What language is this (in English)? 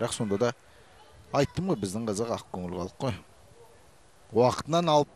Kazakh